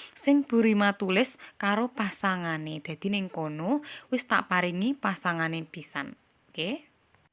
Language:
Javanese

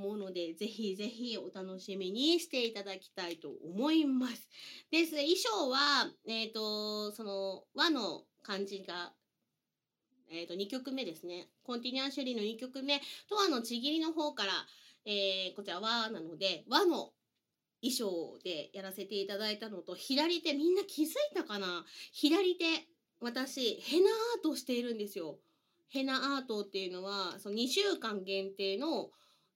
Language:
Japanese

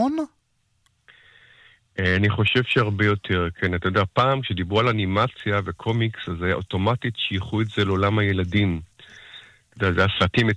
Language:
Hebrew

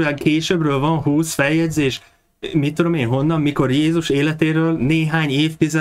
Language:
Hungarian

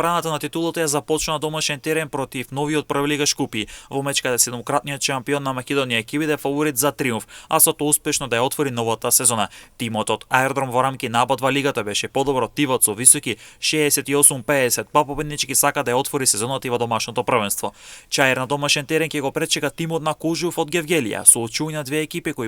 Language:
Macedonian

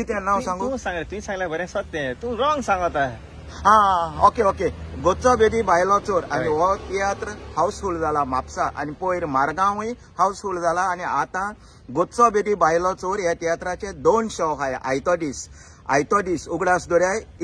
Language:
Konkani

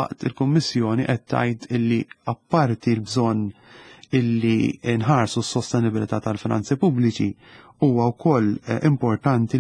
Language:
Maltese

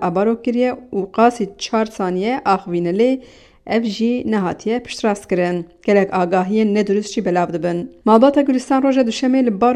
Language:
Kurdish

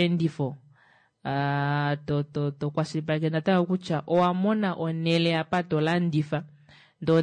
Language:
Kuanyama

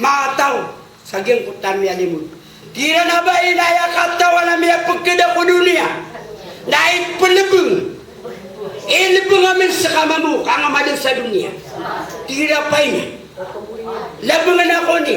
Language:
Maranao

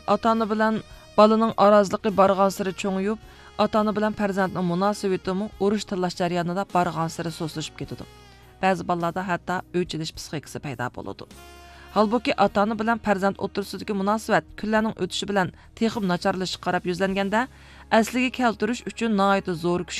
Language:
Uyghur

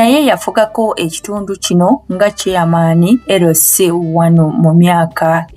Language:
Ganda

